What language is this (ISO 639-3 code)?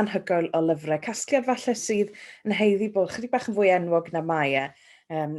cym